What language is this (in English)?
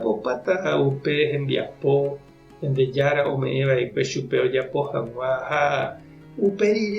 Guarani